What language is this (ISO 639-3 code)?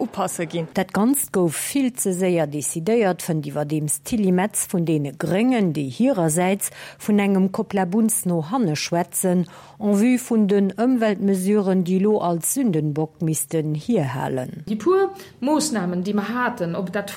ltz